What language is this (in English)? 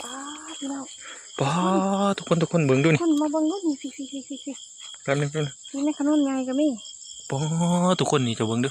Northeastern Thai